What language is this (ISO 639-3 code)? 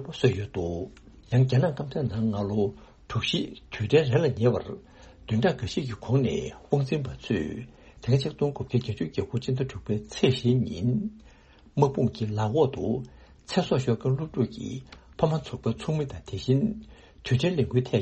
bod